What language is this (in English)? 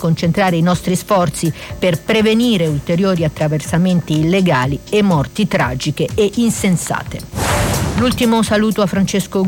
Italian